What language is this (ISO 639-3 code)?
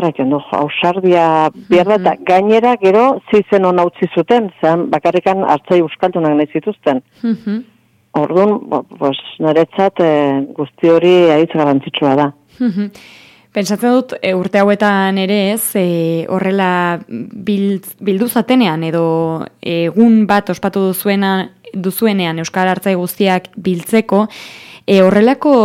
eus